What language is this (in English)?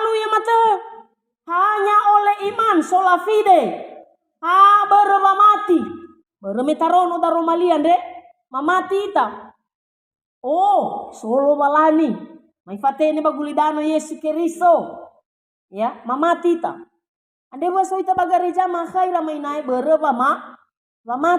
Nias